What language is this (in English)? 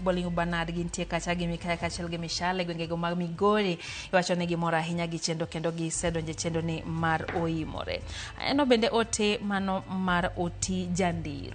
Luo (Kenya and Tanzania)